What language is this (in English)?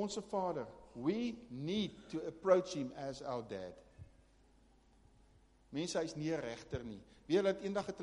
Afrikaans